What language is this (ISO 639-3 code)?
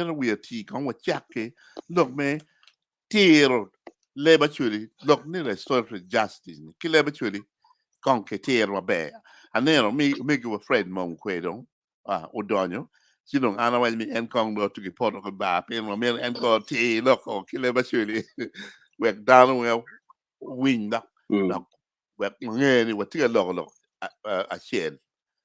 ach